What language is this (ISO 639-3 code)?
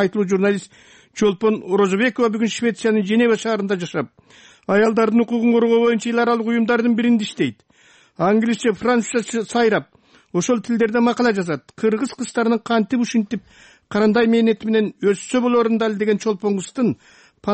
kir